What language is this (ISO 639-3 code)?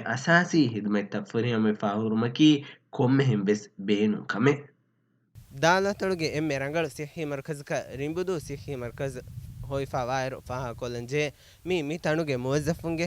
div